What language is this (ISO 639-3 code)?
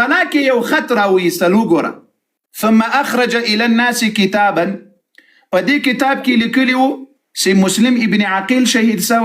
pus